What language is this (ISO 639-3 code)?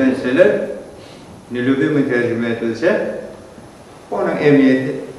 crh